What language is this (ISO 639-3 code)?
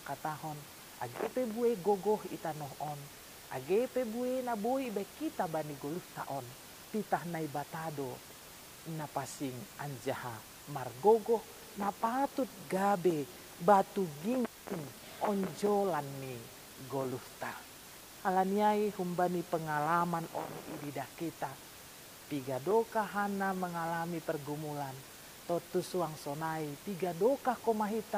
bts